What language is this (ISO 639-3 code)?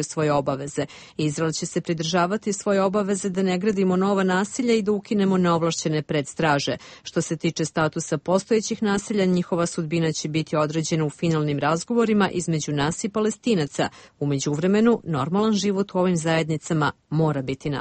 srp